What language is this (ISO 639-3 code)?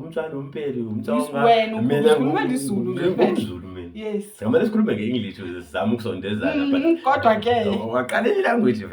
zul